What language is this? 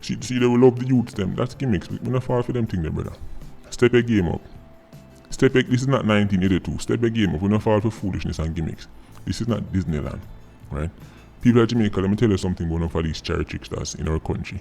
Jamaican Creole English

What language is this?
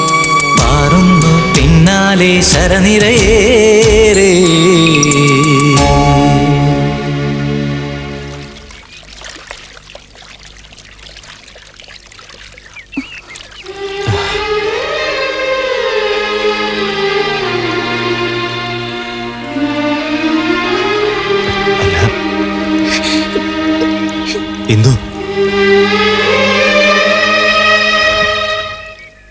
Malayalam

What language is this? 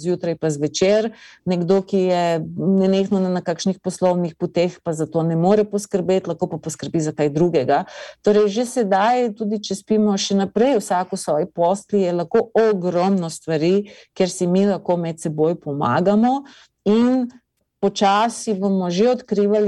Slovenian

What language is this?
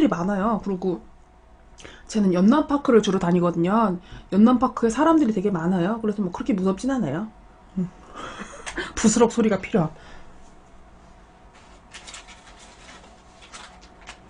Korean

